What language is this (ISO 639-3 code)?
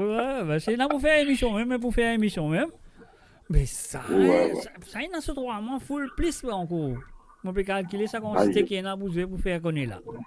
mfe